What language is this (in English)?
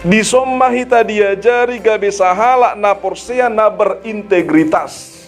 Batak Toba